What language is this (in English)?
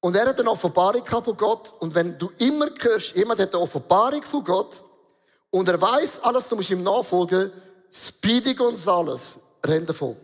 Swiss German